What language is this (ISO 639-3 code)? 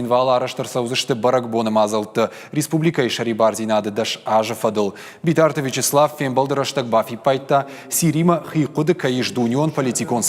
oss